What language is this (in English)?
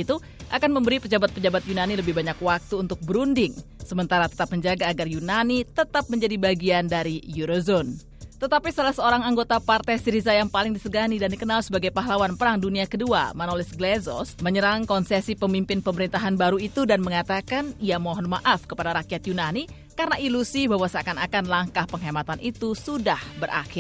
Indonesian